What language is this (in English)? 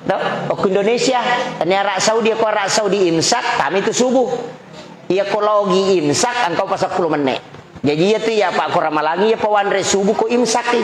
Buginese